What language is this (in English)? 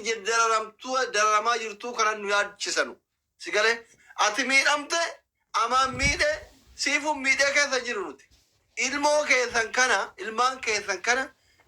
Oromo